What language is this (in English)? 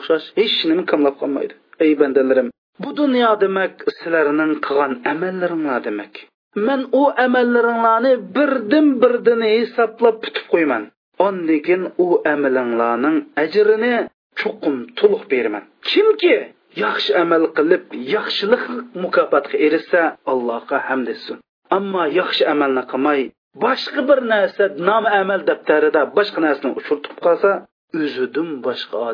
Uyghur